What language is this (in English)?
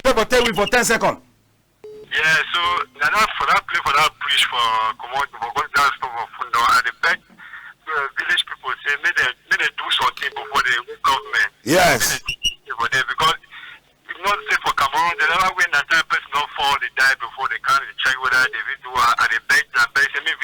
Cameroon Pidgin